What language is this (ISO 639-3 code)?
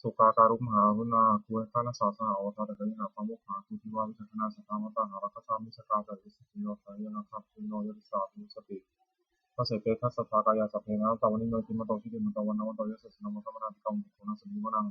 pli